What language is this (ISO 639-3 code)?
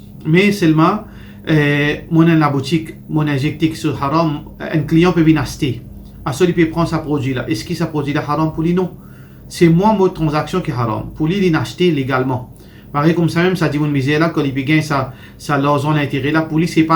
mfe